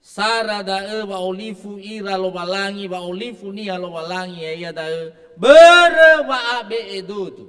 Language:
Nias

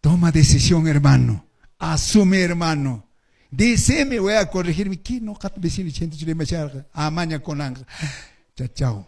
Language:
Quechua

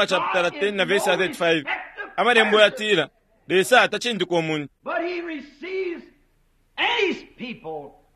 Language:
Bemba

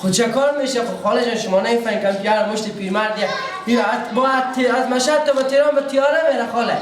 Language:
Persian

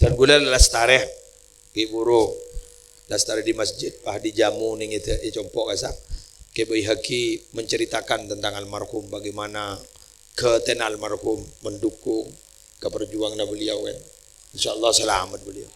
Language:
Madurese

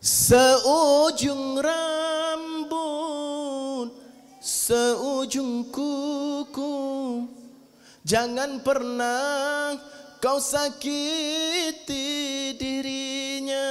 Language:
Achinese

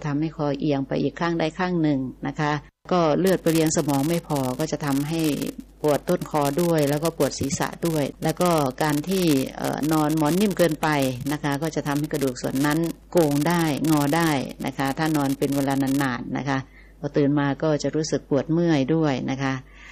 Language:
Thai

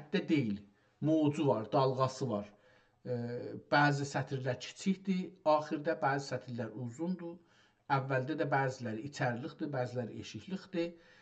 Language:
South Azerbaijani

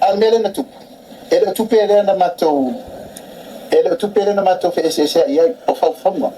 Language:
Samoan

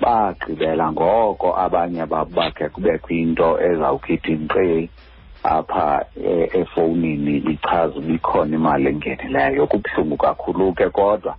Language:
Xhosa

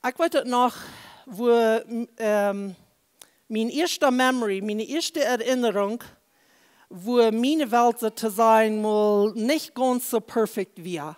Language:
Plautdietsch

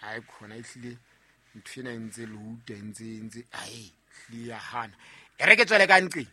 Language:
Southern Sotho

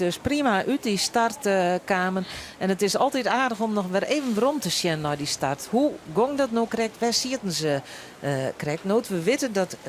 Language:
Western Frisian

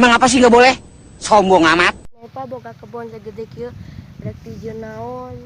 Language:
Sundanese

